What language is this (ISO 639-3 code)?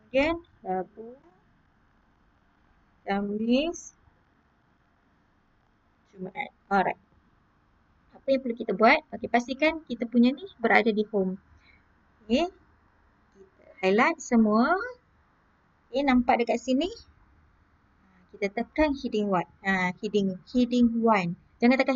msa